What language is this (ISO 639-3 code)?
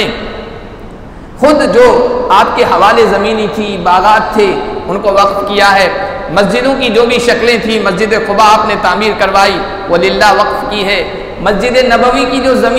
urd